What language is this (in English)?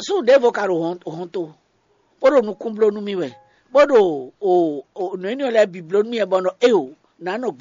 Fon